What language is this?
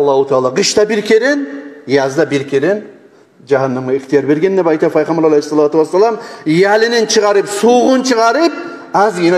Kumyk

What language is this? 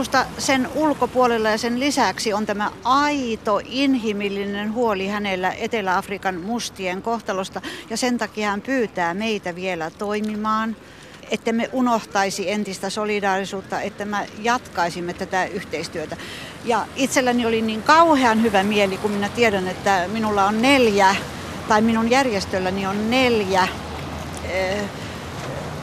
Finnish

